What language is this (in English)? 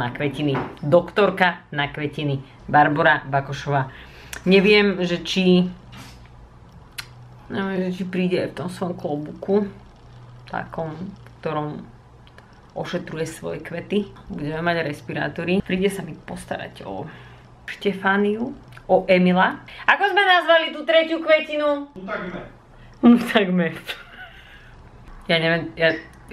Slovak